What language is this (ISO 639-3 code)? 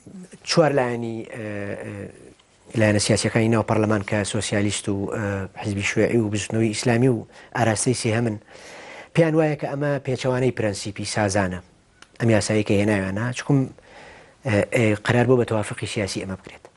ckb